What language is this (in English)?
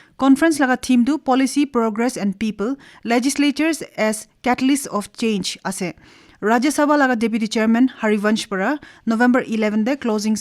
Naga Pidgin